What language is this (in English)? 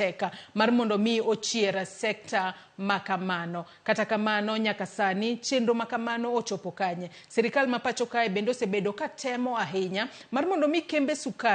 Luo (Kenya and Tanzania)